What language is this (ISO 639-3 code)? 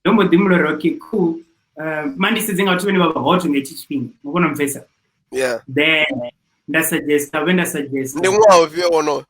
ven